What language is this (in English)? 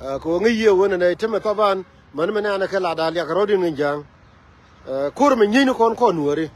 Nuer